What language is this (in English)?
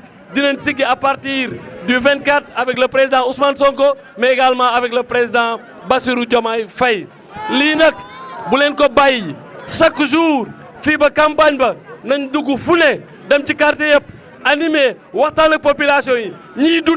Wolof